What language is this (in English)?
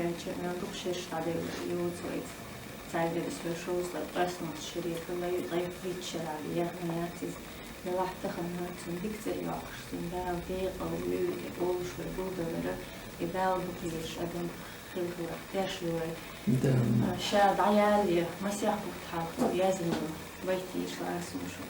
Chechen